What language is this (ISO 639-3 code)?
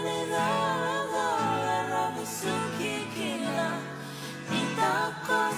fij